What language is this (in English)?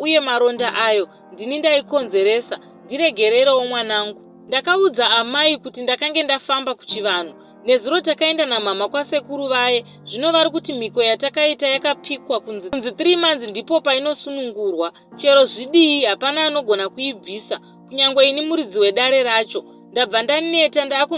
Shona